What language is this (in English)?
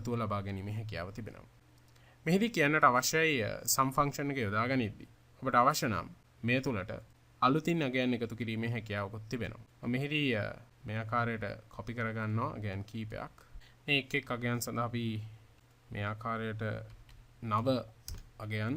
Sinhala